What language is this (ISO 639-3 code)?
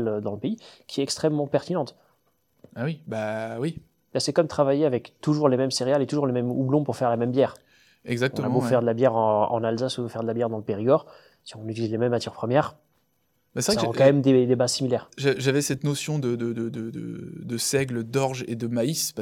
fra